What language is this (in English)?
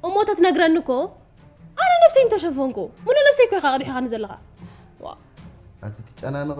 Tigrinya